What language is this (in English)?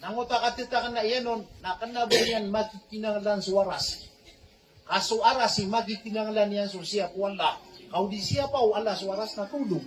Maranao